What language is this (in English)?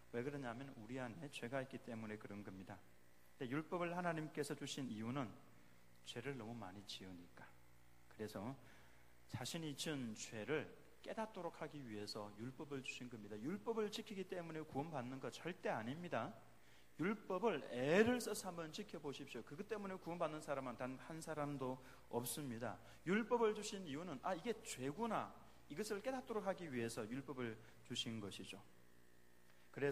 Korean